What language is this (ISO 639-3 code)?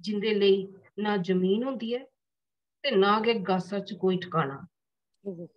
doi